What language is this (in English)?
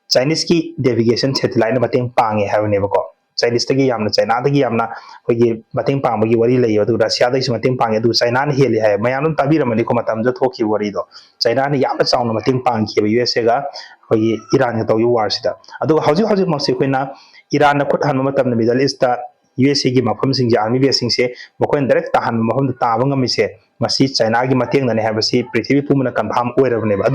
Manipuri